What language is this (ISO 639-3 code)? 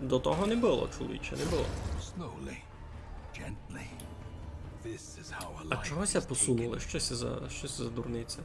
rue